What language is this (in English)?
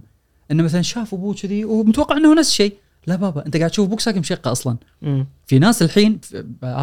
Gulf Arabic